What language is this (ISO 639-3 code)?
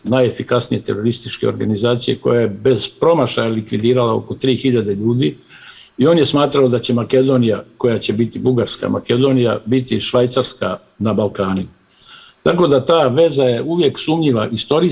bos